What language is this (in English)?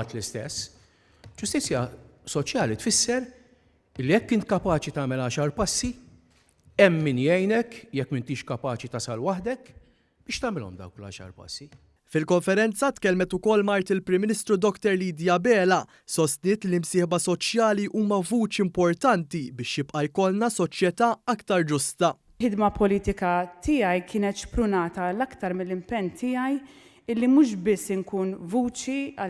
Maltese